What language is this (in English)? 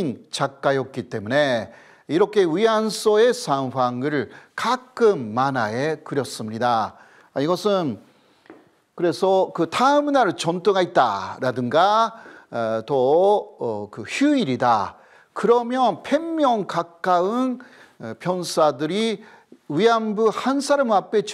Korean